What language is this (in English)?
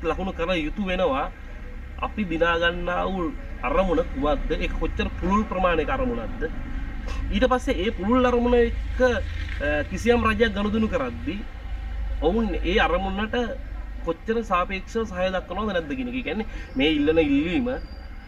Sinhala